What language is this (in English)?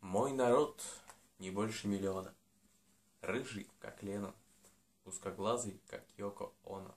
Udmurt